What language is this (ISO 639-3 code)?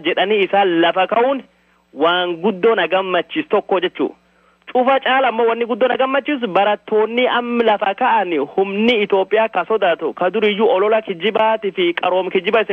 orm